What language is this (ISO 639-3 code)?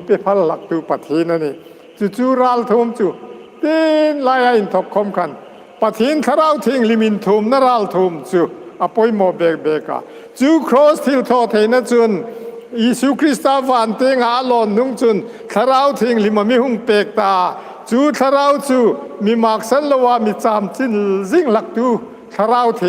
hmr